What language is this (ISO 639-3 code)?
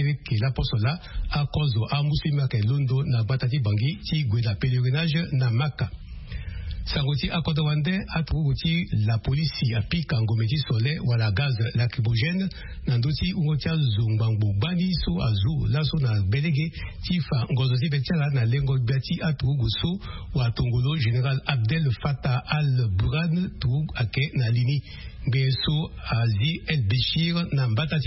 sag